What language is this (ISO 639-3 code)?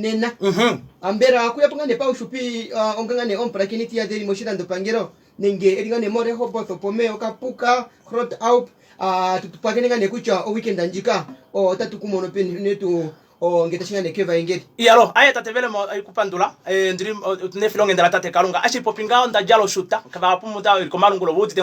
kua